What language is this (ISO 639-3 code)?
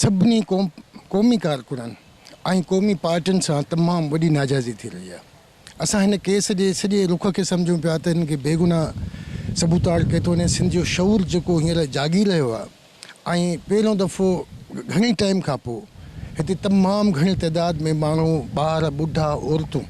snd